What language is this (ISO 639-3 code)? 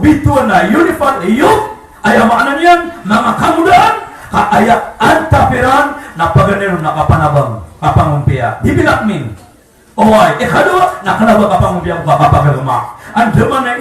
mrw